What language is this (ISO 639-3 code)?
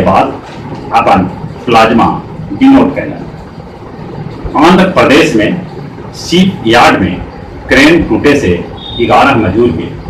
mag